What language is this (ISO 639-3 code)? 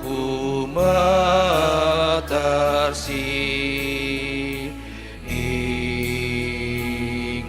btx